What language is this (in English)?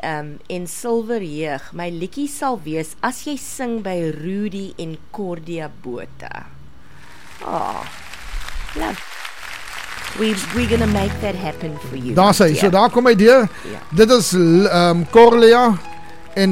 Afrikaans